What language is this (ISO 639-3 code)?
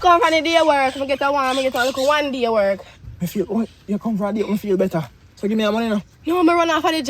jam